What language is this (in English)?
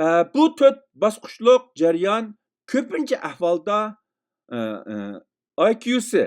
Uyghur